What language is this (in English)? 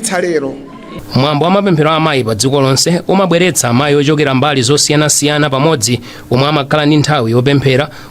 Nyanja